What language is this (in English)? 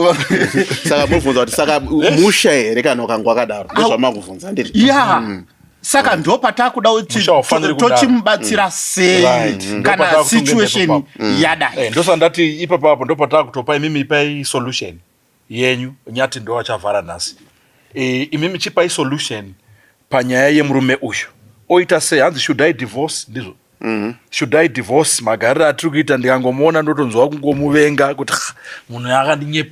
Shona